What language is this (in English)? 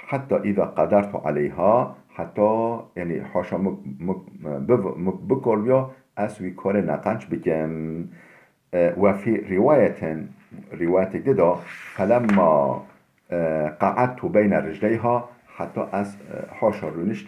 Kurdish